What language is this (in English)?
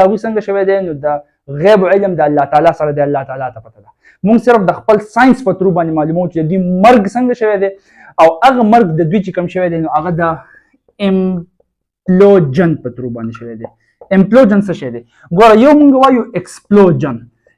Pashto